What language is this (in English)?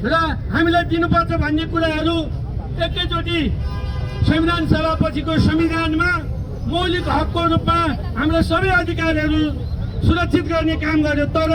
Nepali